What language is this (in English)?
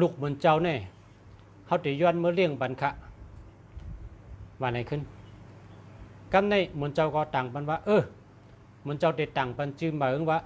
Shan